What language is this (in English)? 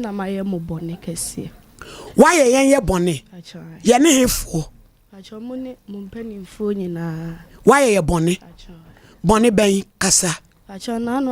Akan